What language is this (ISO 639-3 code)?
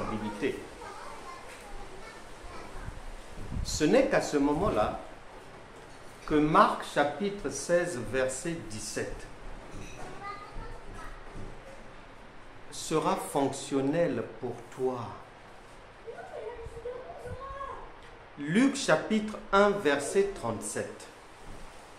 fra